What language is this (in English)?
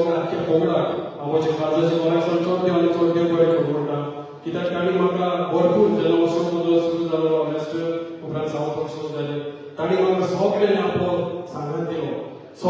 Konkani